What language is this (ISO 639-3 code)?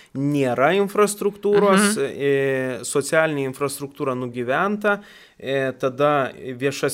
lit